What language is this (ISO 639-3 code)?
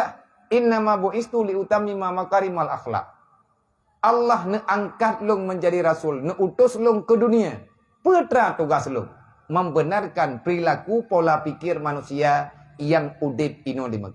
ace